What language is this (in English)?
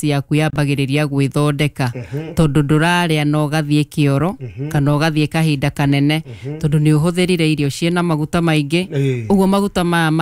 Kikuyu